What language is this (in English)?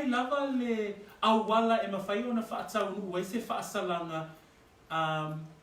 Samoan